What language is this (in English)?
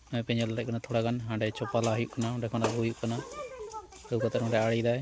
Santali